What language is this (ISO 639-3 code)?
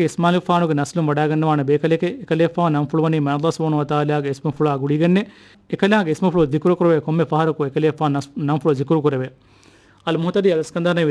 div